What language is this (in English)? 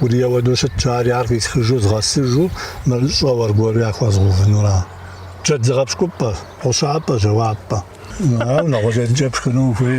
Kabardian